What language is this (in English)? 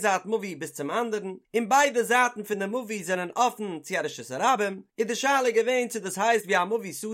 Yiddish